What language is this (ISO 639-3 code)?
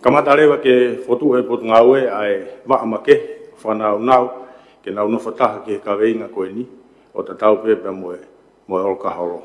ton